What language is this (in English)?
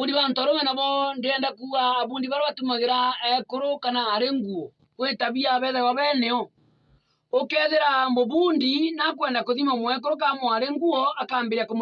Meru